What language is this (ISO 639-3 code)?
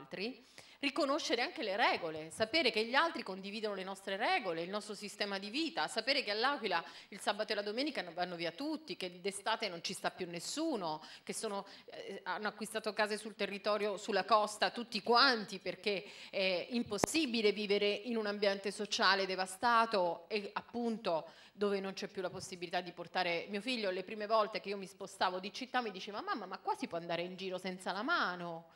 ita